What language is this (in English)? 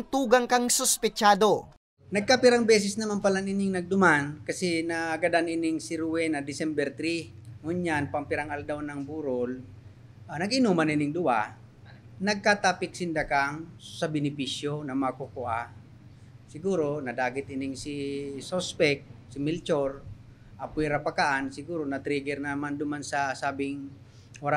Bikol